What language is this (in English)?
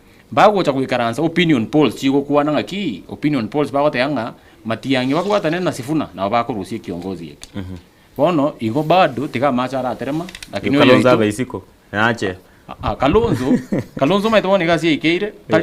Gusii